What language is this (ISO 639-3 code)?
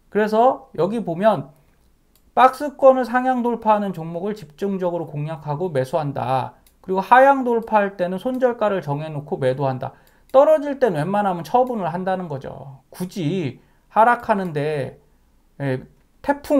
kor